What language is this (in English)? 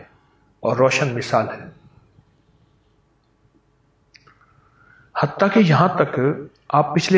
Urdu